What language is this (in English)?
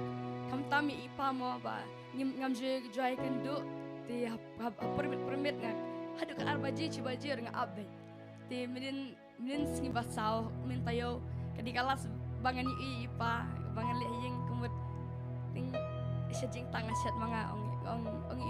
Khasi